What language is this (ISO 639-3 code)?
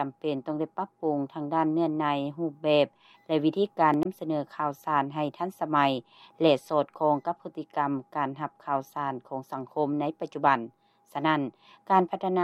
lao